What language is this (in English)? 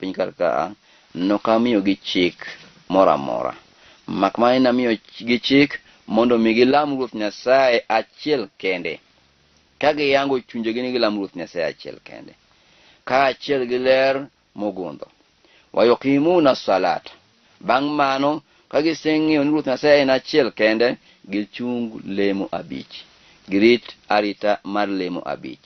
Luo (Kenya and Tanzania)